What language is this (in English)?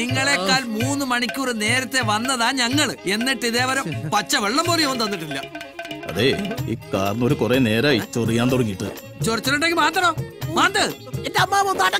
Malayalam